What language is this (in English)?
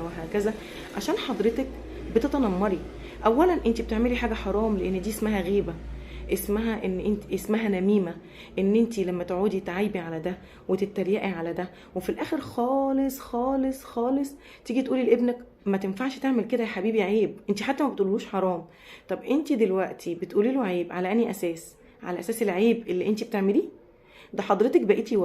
Egyptian Arabic